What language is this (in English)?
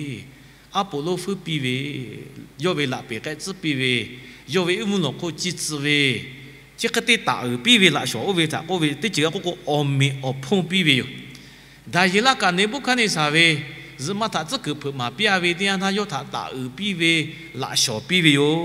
Lahu